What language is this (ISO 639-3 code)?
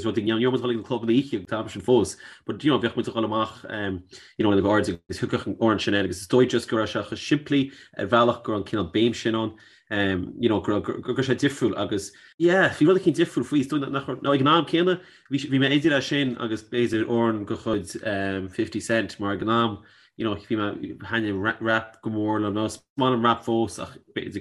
gle